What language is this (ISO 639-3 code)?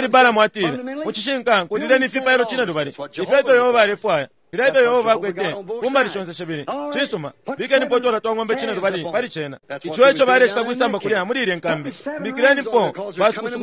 bem